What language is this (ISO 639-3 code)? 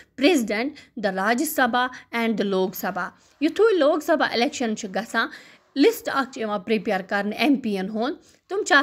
kas